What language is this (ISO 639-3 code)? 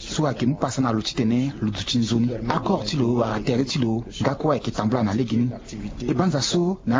sag